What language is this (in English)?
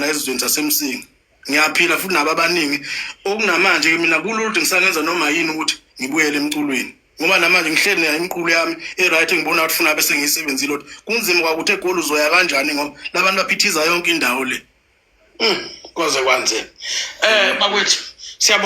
Zulu